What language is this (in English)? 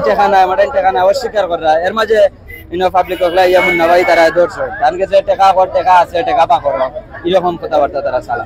Sylheti